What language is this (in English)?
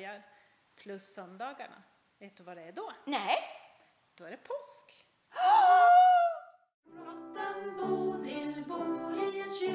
Swedish